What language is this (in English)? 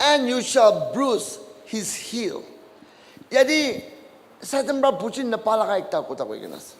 Naga Pidgin